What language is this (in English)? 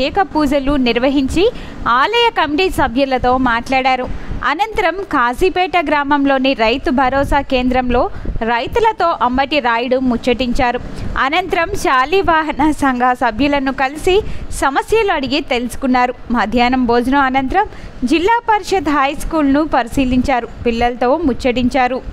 Telugu